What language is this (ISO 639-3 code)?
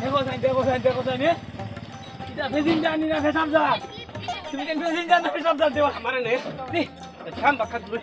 syl